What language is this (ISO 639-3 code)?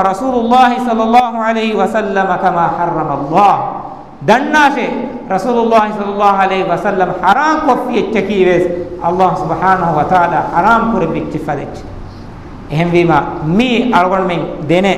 div